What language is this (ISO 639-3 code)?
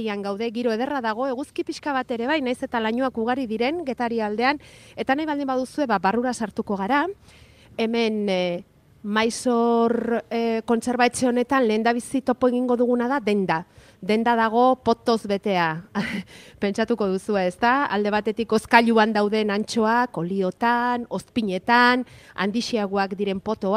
eus